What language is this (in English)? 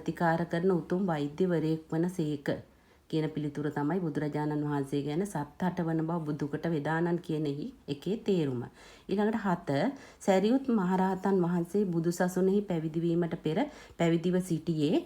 Sinhala